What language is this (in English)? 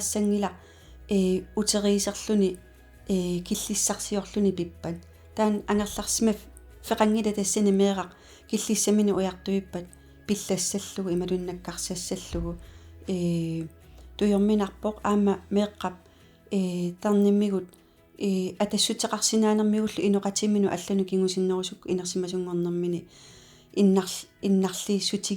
Kalaallisut